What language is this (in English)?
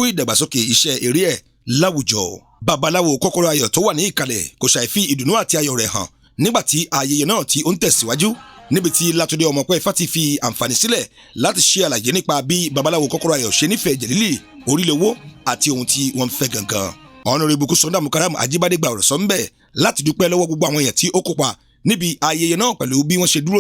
Yoruba